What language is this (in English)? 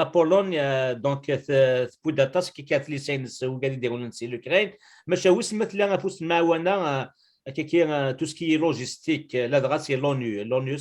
Kabyle